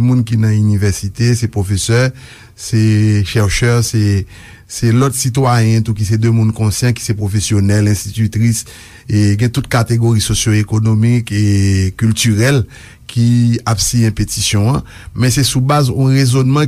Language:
Haitian Creole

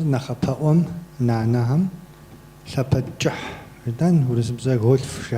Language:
Kabardian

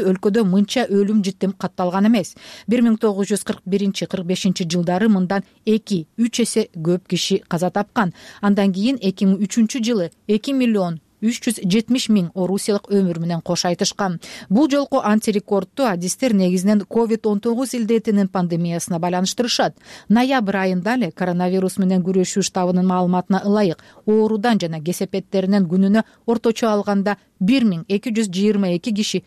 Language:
Kyrgyz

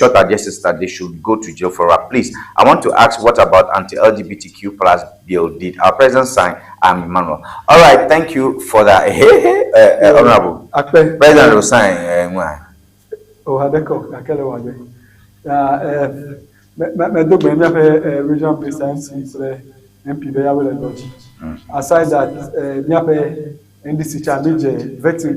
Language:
Ewe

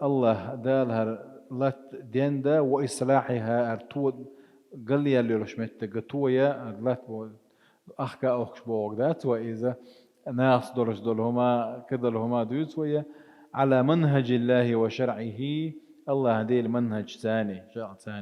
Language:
Chechen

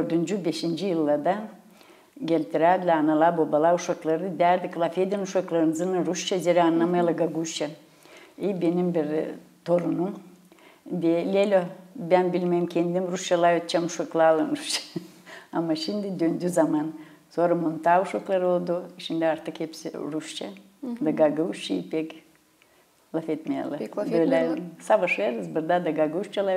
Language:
Gagauz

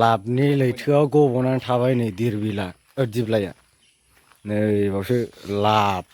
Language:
Bodo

